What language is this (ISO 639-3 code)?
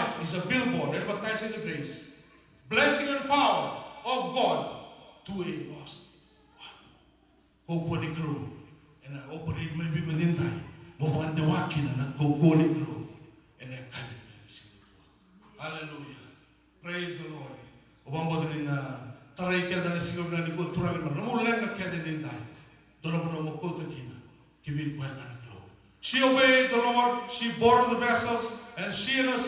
fij